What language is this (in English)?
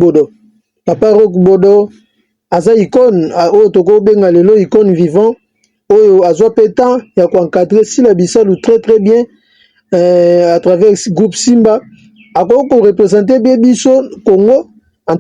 Lingala